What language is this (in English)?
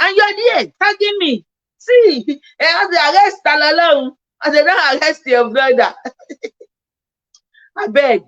Yoruba